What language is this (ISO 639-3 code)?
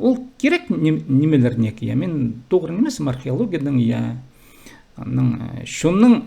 kjh